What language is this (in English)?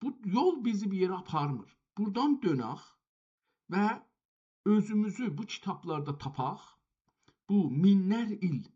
South Azerbaijani